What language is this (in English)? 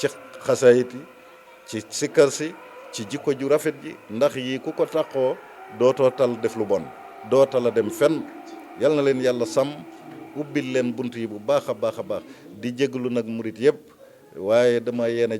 Wolof